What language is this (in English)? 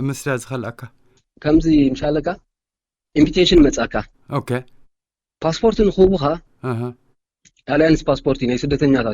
Tigrinya